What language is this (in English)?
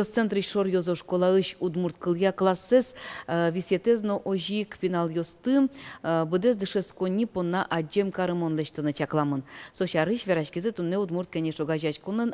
Udmurt